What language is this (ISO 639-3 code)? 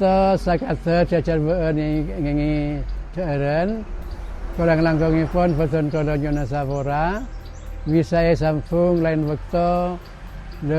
mad